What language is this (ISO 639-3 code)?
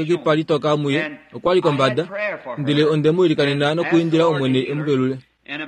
kua